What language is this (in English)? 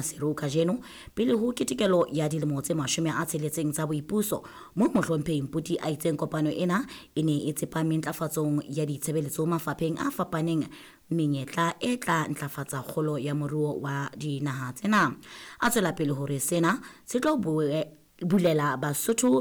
Southern Sotho